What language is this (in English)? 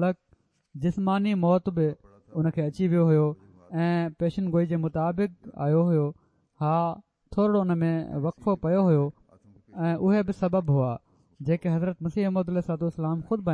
Sindhi